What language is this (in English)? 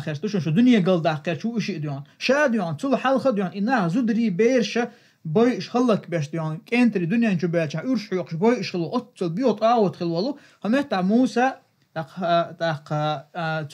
Chechen